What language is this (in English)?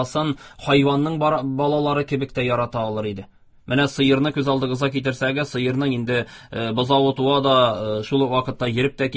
Tatar